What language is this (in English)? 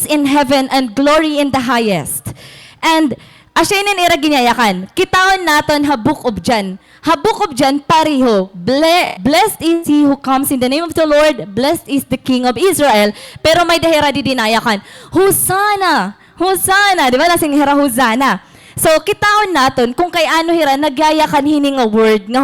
Waray